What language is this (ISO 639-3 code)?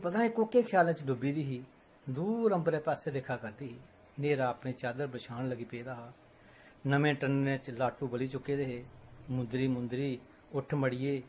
doi